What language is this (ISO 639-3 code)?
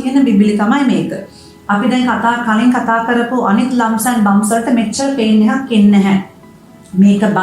sin